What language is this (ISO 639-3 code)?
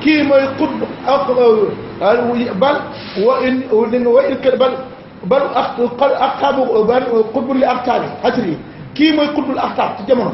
wol